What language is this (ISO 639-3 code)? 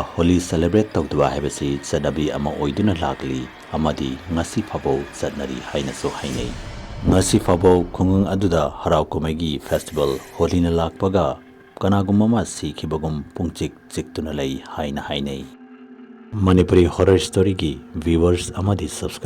mni